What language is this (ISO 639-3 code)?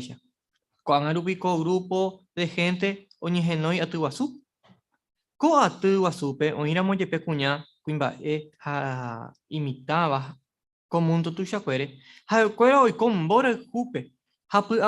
grn